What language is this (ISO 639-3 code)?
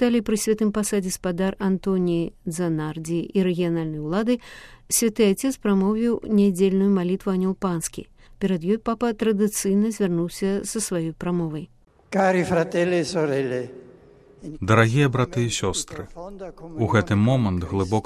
bel